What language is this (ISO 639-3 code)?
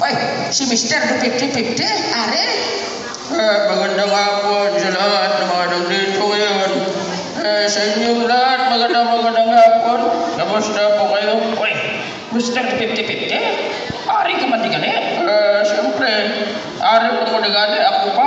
hil